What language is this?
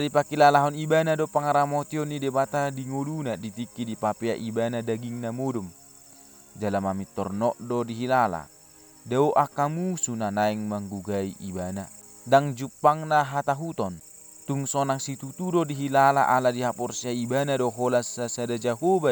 Batak Toba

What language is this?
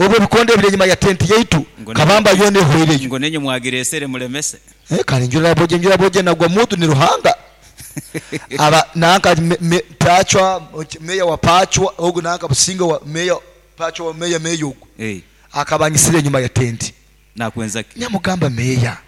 Nyoro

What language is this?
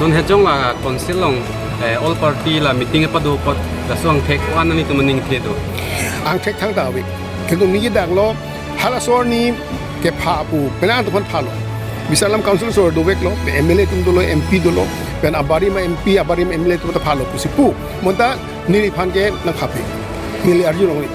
Karbi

